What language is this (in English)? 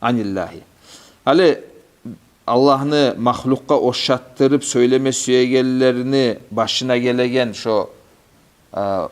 Kumyk